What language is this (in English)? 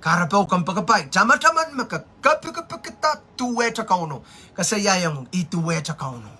Pohnpeian